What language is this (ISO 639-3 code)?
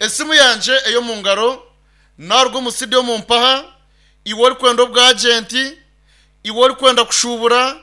nyn